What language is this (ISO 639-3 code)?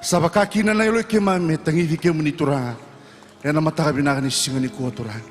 fij